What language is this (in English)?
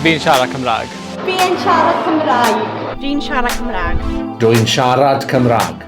Welsh